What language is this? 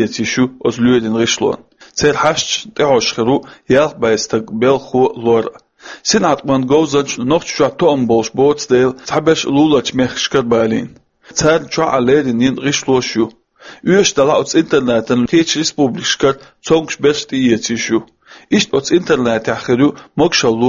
Chechen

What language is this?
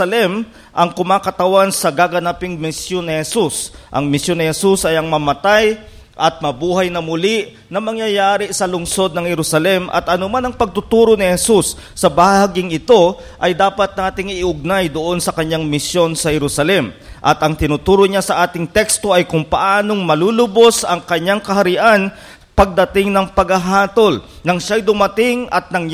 Filipino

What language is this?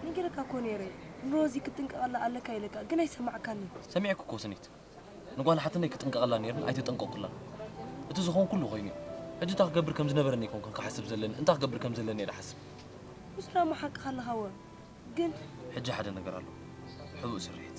Tigrinya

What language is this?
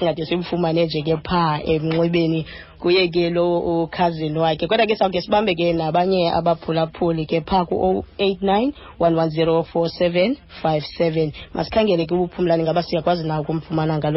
Xhosa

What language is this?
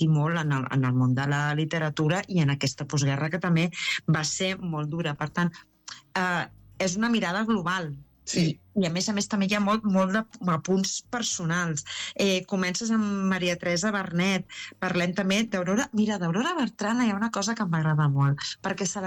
Catalan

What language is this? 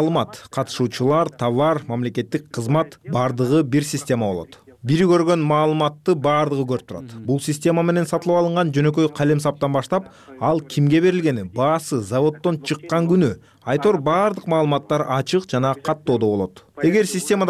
Kyrgyz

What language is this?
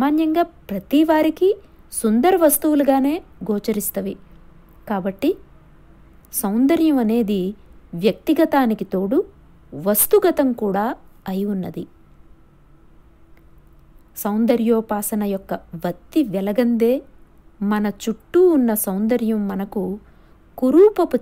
Telugu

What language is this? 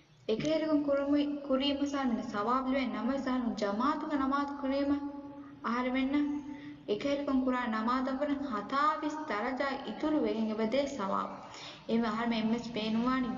Divehi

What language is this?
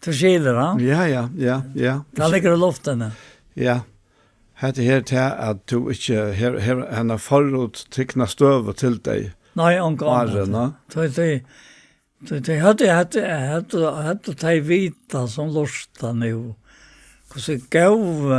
Faroese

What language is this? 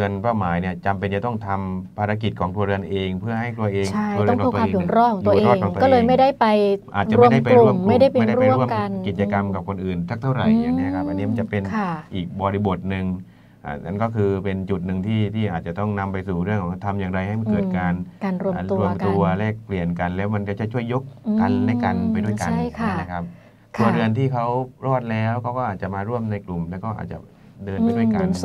Thai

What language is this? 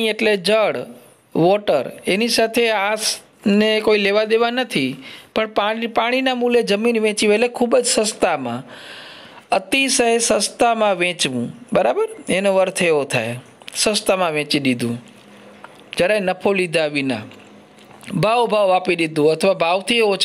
Gujarati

